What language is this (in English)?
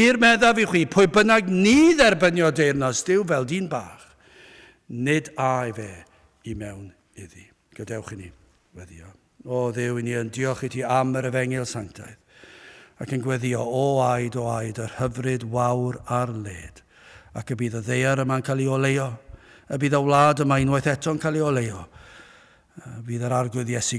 Welsh